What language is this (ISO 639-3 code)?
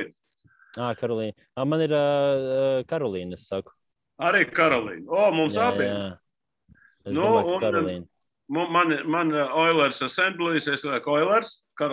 lav